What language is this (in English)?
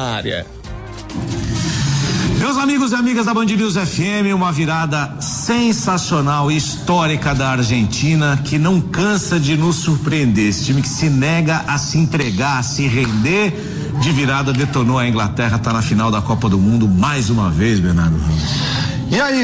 Portuguese